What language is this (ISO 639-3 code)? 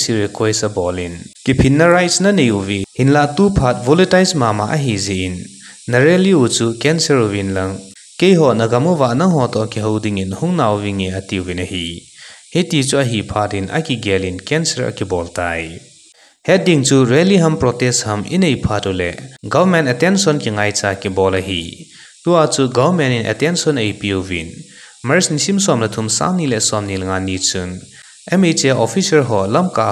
tcz